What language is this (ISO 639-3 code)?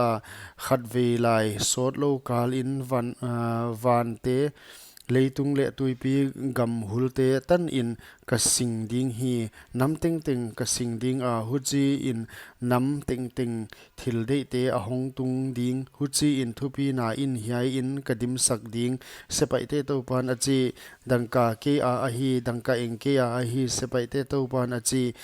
pck